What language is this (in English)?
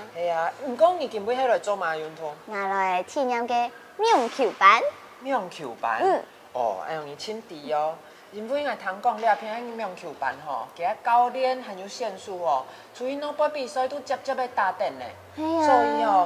Hakka Chinese